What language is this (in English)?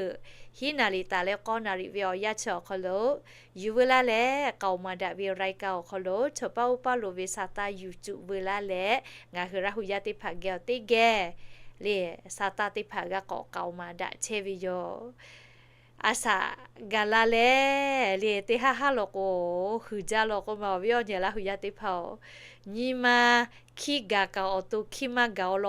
Lahu